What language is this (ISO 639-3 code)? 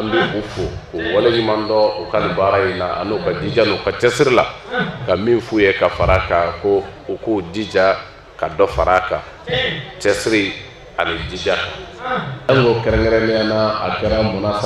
bam